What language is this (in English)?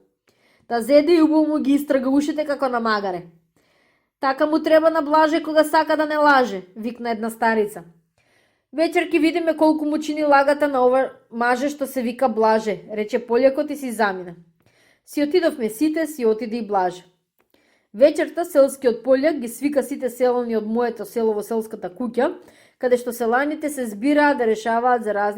Macedonian